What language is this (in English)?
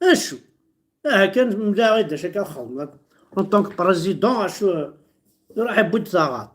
Kabyle